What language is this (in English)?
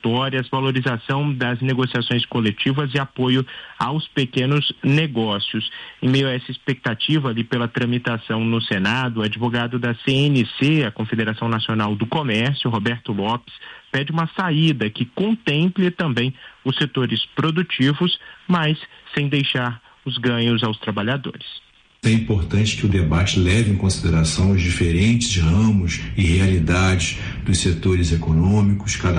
Portuguese